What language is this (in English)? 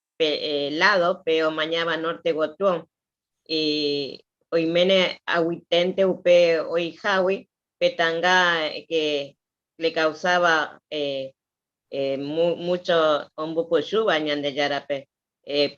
Guarani